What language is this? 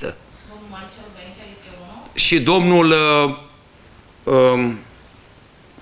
Romanian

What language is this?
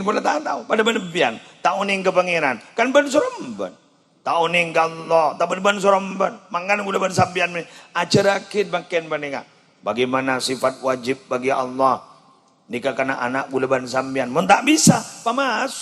Madurese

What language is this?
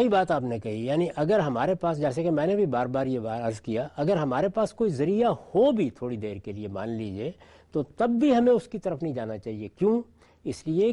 Urdu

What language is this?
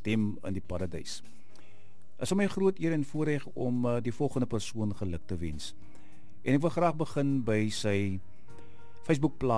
Afrikaans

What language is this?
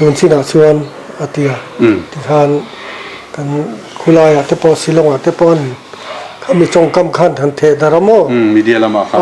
Mizo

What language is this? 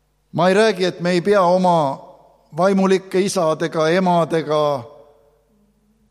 Estonian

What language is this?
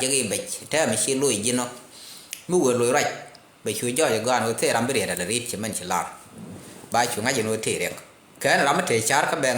Nuer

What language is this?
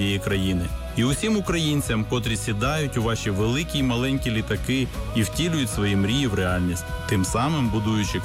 Ukrainian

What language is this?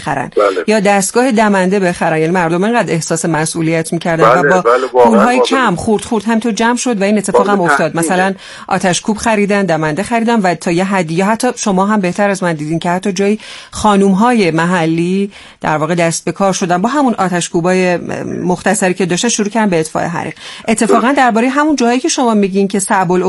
Persian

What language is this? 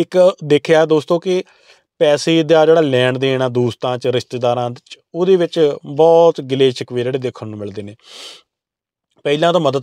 Punjabi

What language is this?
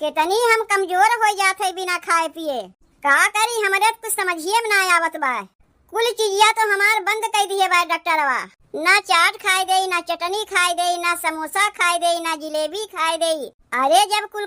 Awadhi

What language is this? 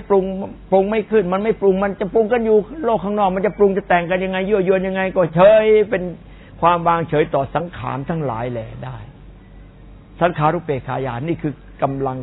Thai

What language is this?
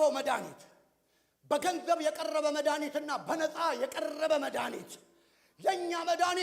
Amharic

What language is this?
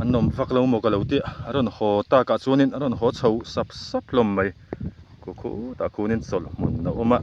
Mizo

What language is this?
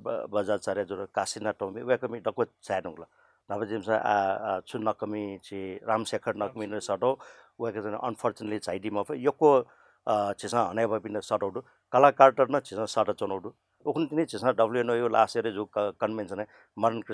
Newari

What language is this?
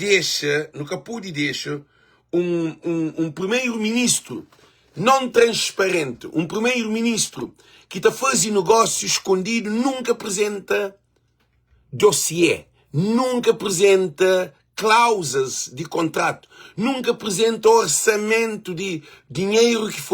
Kabuverdianu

